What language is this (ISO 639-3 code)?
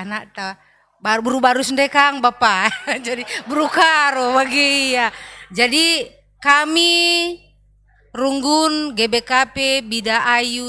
btx